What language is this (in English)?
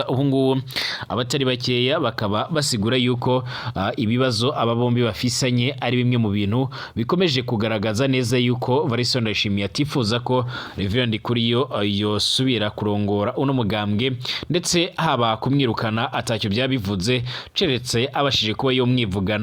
Rundi